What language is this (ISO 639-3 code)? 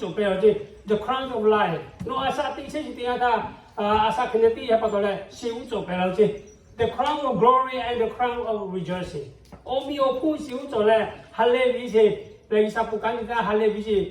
lhu